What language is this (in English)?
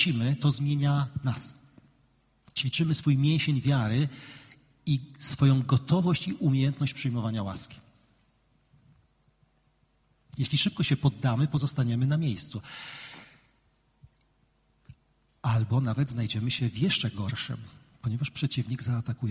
Polish